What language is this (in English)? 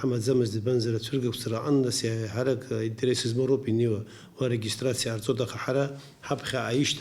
Abkhazian